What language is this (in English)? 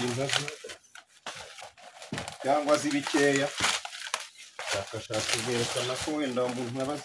Kinyarwanda